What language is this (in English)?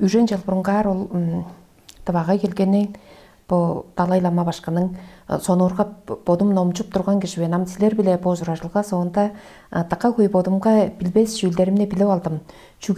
Tuvinian